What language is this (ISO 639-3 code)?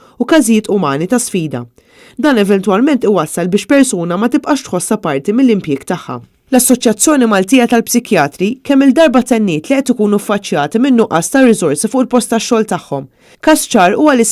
mlt